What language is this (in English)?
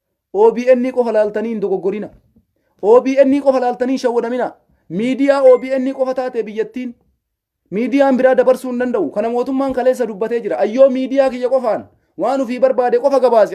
Oromo